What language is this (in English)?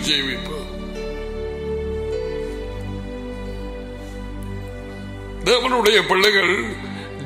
Tamil